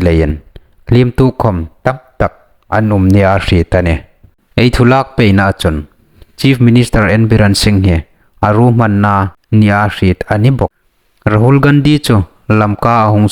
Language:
Hmar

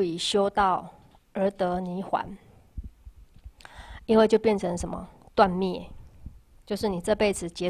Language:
Chinese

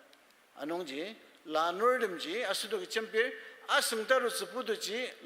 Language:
Ao Naga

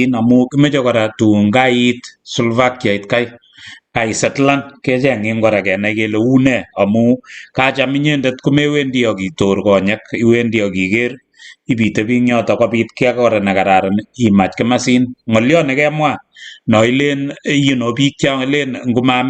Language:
Kalenjin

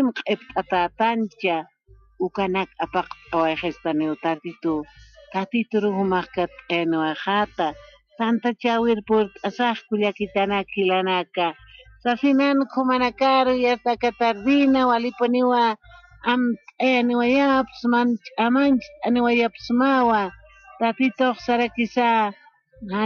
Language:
Aymara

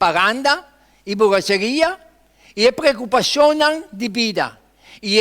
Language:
Papiamento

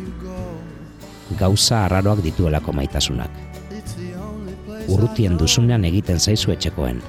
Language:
Basque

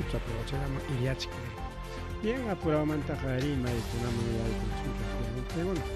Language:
Ayacucho Quechua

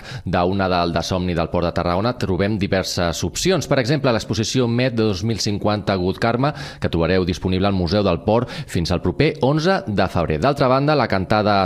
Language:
Catalan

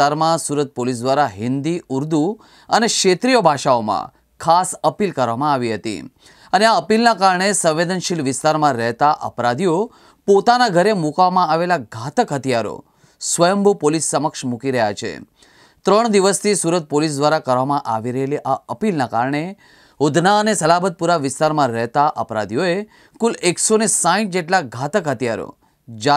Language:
Gujarati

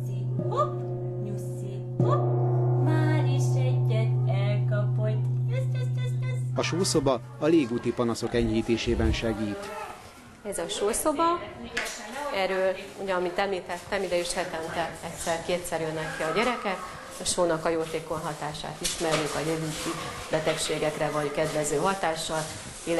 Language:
Hungarian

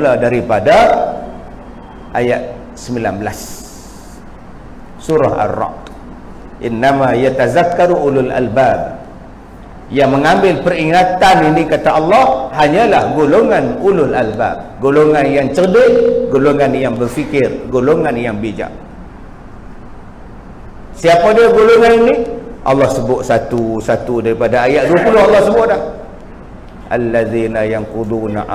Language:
Malay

